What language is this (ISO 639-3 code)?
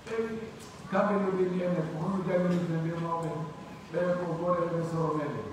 fuf